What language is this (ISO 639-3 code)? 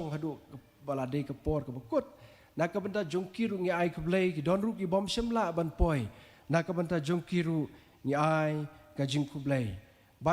kha